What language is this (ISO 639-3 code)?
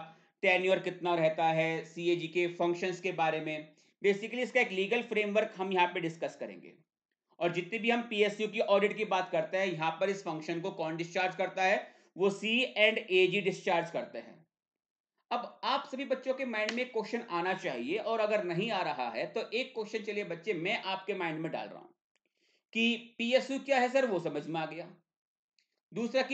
hin